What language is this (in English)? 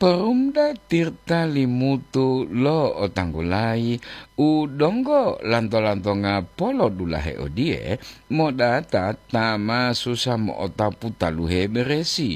Gorontalo